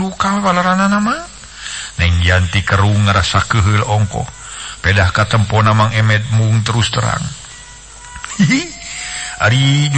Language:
Sundanese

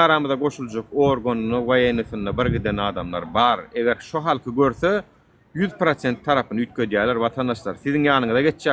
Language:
Turkmen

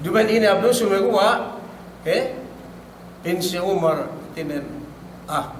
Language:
Yakan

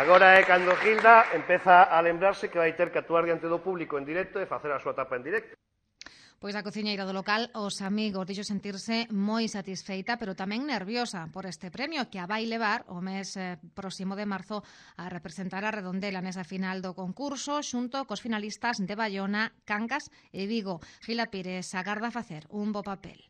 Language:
Galician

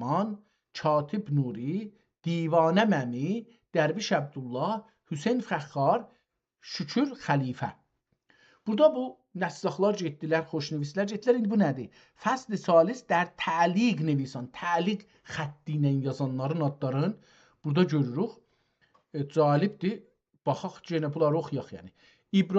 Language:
South Azerbaijani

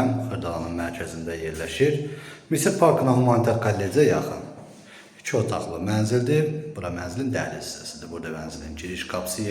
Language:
Azerbaijani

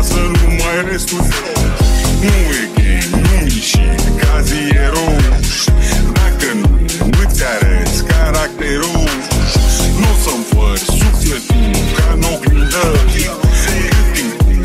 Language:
Romanian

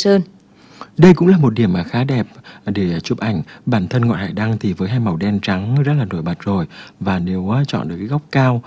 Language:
Vietnamese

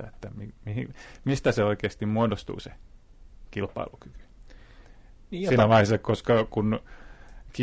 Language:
Finnish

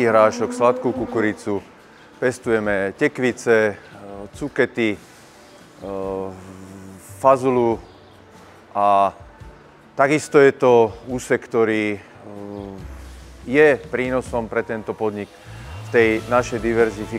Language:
Slovak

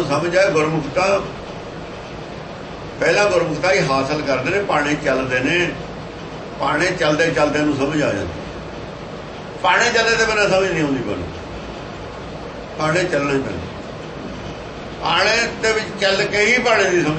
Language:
Punjabi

